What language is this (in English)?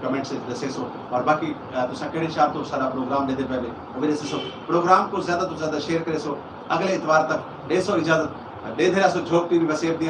Saraiki